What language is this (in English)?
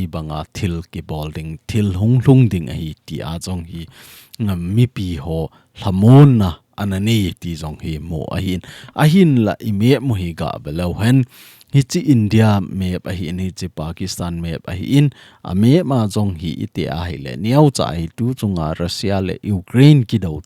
Thado Chin